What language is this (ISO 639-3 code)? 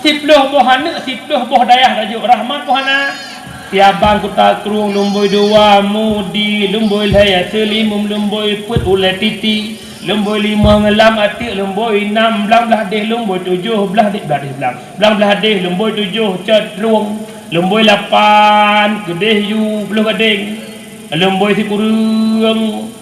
ace